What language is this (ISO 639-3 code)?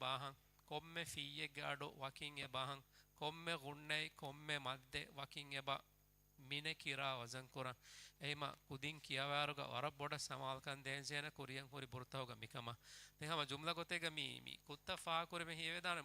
div